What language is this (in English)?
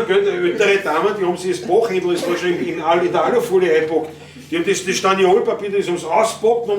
Bavarian